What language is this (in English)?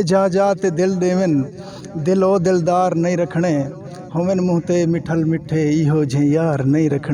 Saraiki